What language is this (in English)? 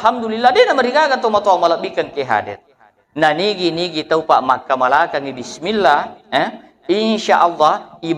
Buginese